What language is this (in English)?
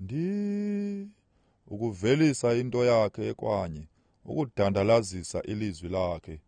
Xhosa